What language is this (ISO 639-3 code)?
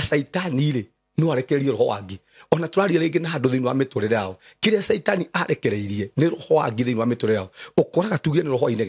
kik